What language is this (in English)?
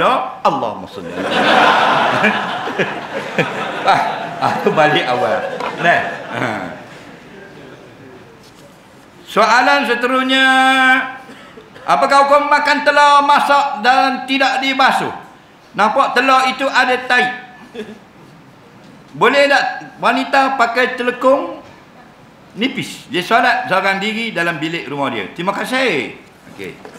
Malay